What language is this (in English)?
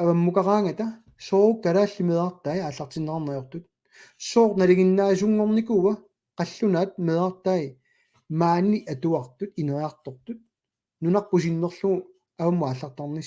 Kalaallisut